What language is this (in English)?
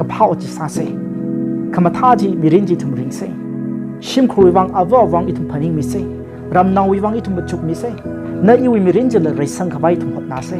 Tangkhul Naga (India)